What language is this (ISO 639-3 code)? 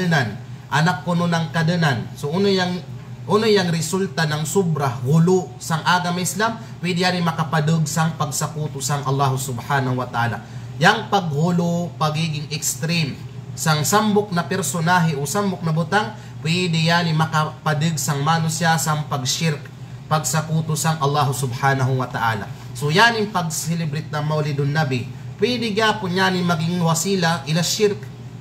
kqe